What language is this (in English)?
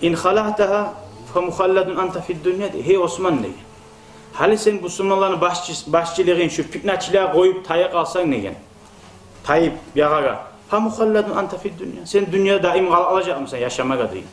Kumyk